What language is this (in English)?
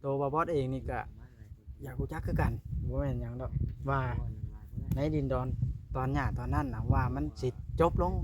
Lao